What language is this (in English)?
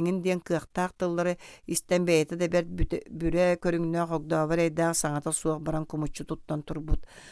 Yakut